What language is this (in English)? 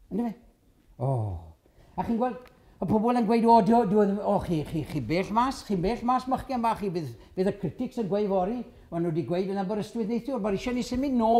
Welsh